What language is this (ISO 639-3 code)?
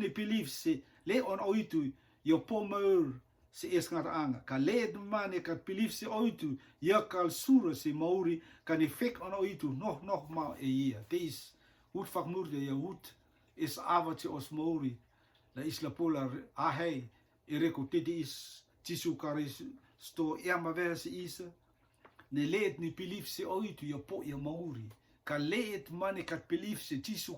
rtm